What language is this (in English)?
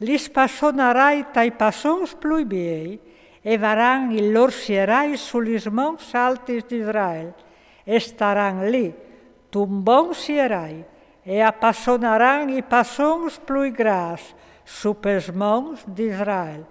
Friulian